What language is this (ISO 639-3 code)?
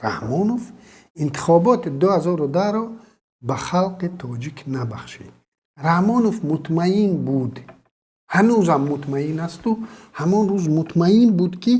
tgk